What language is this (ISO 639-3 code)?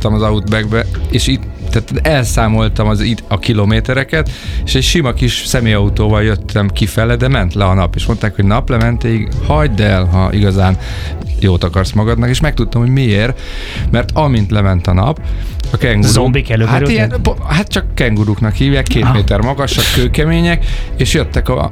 hun